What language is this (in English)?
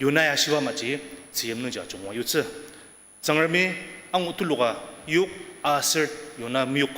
Ao Naga